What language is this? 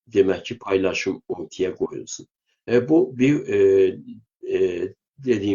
South Azerbaijani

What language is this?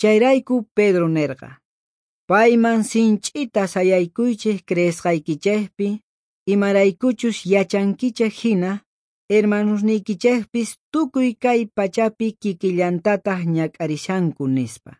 South Bolivian Quechua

